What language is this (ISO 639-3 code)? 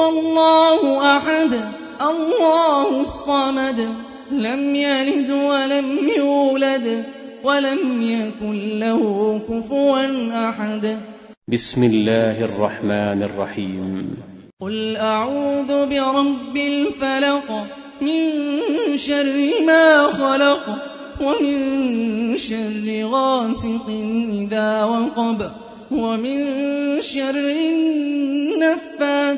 ara